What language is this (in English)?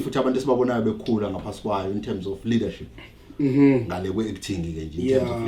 Zulu